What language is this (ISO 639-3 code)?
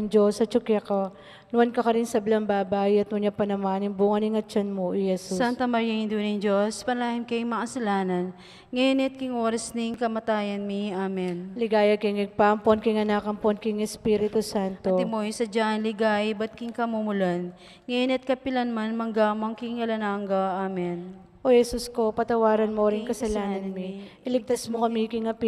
pam